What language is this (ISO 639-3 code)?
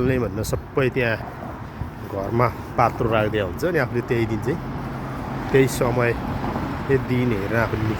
nep